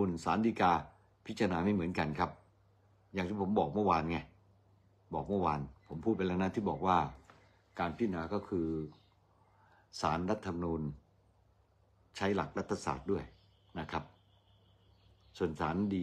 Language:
Thai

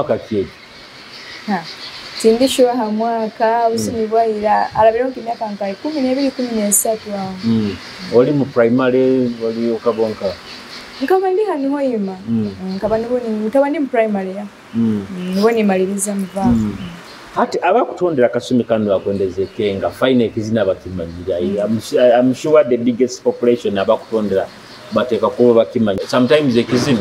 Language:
Nyoro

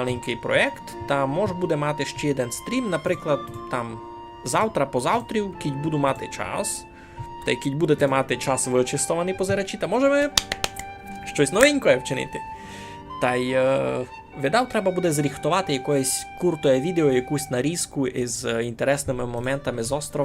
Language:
Rusyn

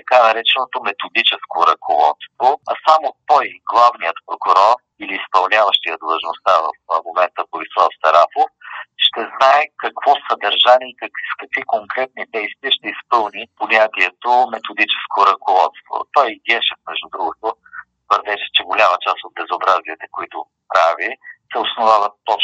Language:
Bulgarian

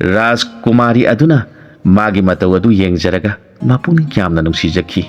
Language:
Manipuri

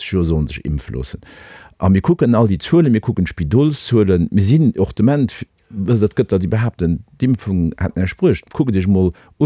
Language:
Luxembourgish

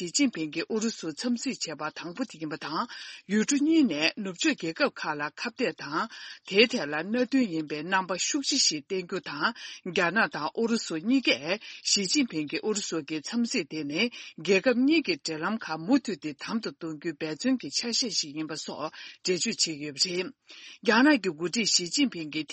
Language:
Tibetan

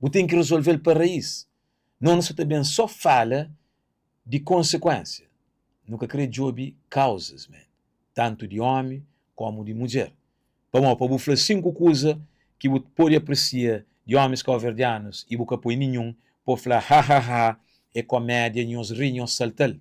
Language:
Kabuverdianu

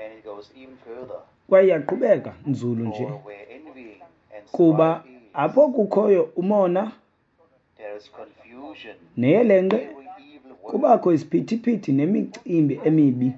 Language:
Xhosa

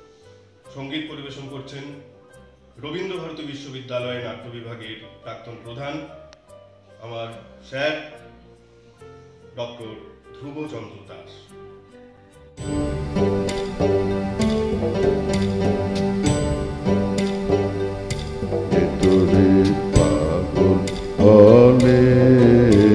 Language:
Bangla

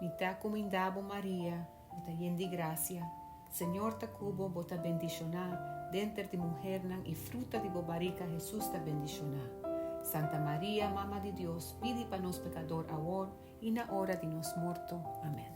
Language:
Papiamento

